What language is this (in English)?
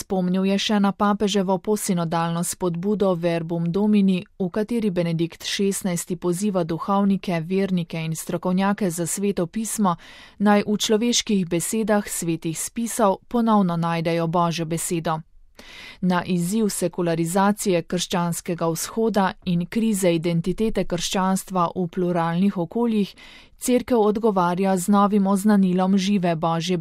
Slovenian